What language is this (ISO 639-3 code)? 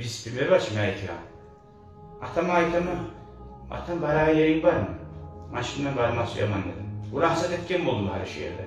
kum